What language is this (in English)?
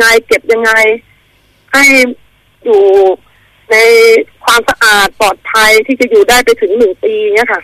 Thai